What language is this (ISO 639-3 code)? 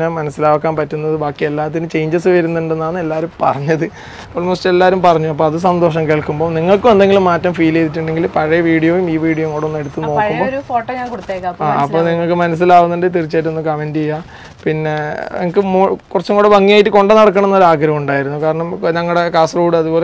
mal